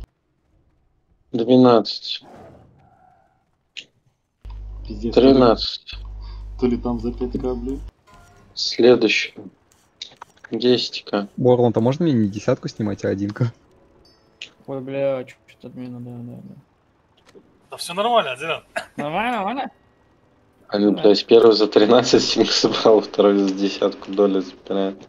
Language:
Russian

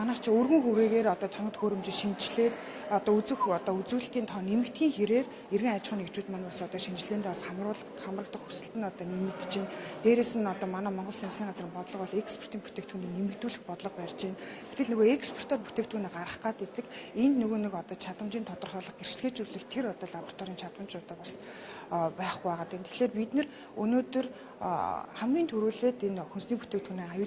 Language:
Mongolian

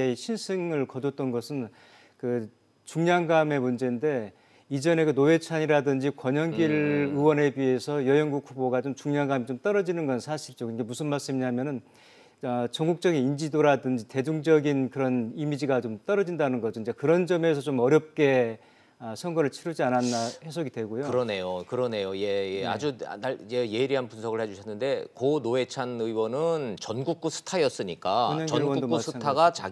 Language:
Korean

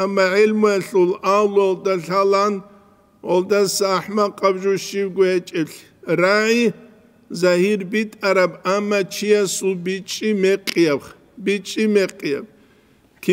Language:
Avaric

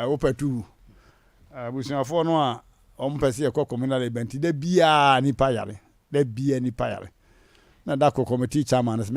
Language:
Akan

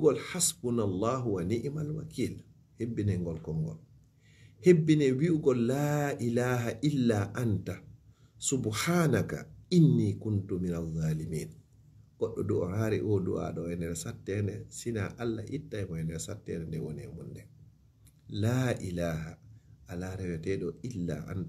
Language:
Fula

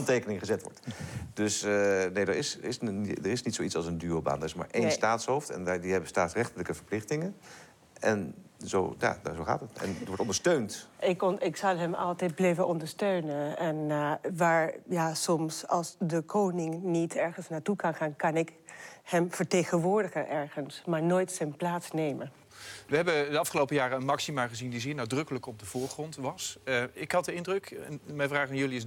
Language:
Dutch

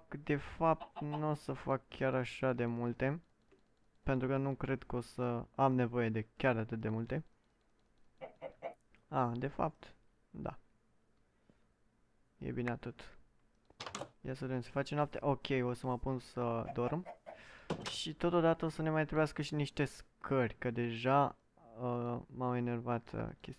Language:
Romanian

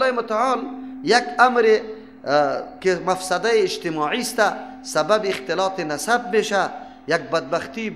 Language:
Persian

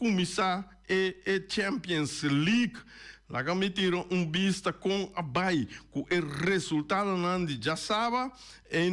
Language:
Papiamento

